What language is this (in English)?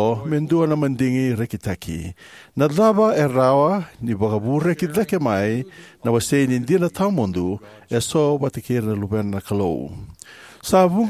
Fijian